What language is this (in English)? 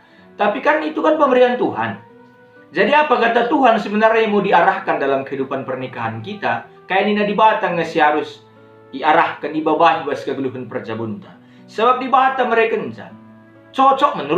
Batak Karo